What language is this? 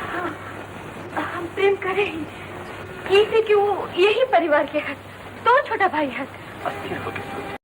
Magahi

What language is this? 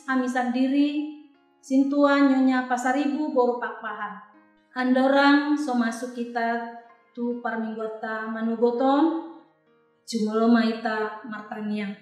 Batak Toba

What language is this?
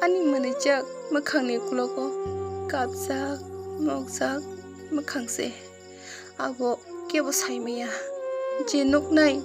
Kok Borok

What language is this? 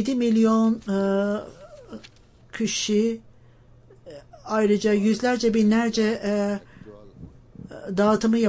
Turkish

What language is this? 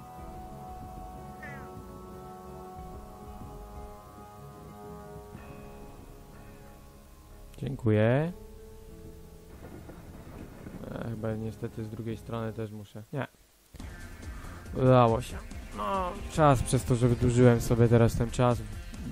Polish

